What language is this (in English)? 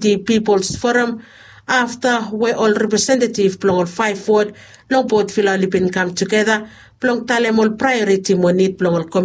Bislama